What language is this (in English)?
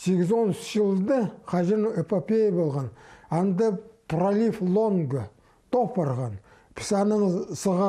Khakas